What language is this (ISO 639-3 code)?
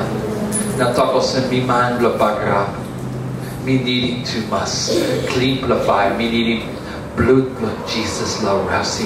tpi